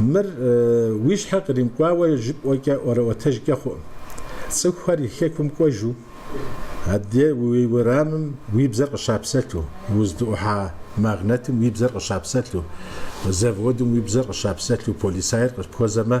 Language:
Kabardian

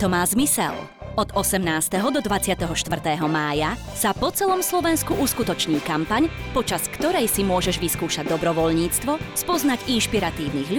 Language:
Slovak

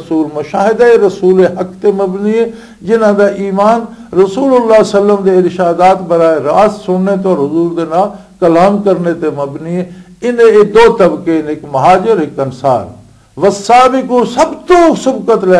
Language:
Western Panjabi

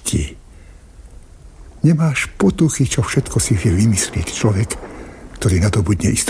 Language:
Slovak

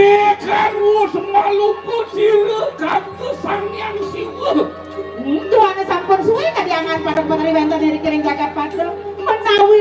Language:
Balinese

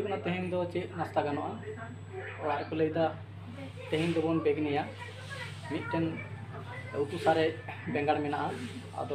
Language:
Santali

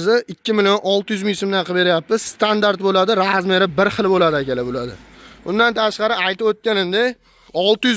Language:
Uzbek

